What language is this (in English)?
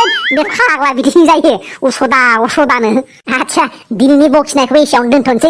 Bodo